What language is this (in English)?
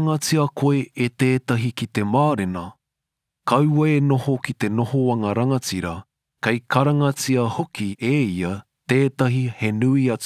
Māori